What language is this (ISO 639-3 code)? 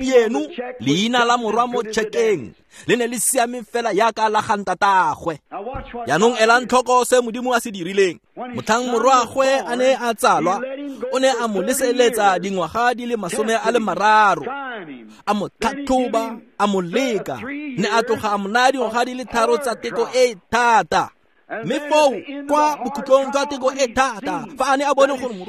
tsn